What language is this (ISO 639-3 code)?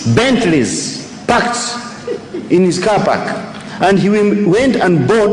nya